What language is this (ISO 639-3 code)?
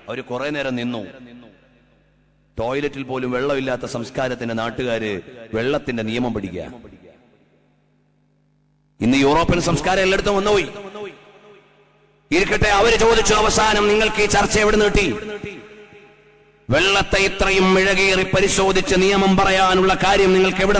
mal